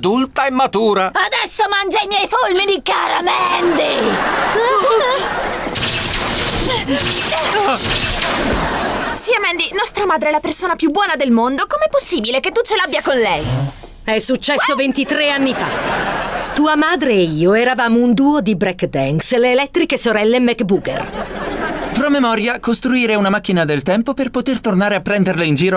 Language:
Italian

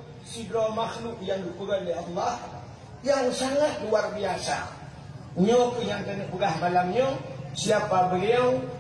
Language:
Achinese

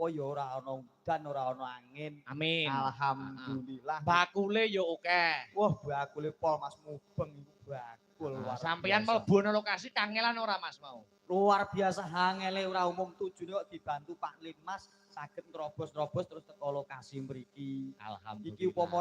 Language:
Javanese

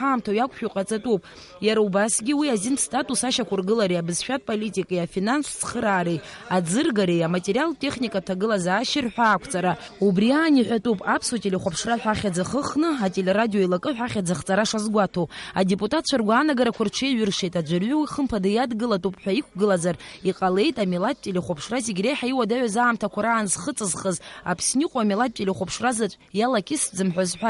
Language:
Abkhazian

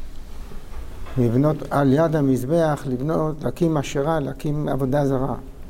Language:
Hebrew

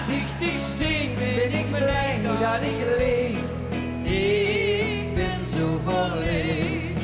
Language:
Limburgish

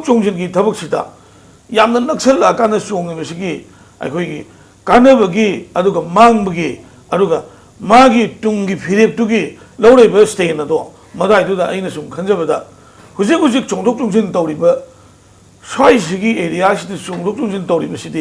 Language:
Manipuri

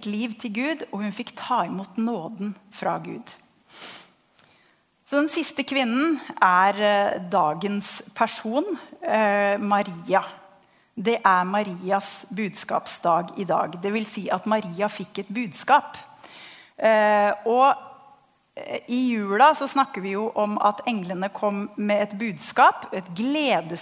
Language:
Norwegian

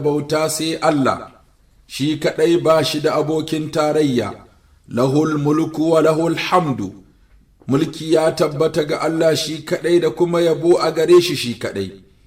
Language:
Hausa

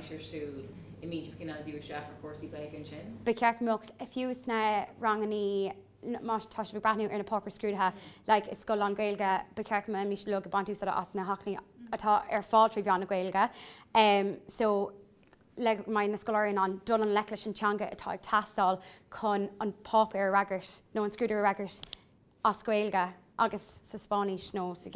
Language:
Irish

